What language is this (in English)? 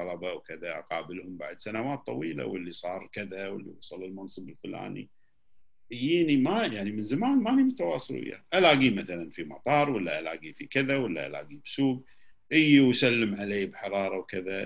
Gulf Arabic